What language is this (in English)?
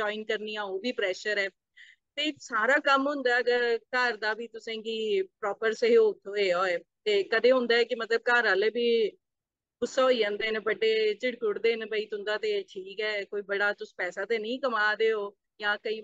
Dogri